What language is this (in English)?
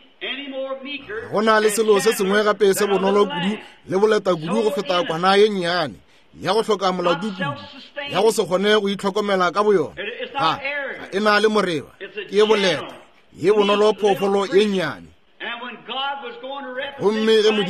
Northern Sotho